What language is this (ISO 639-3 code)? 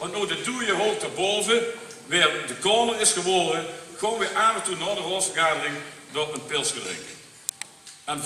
lim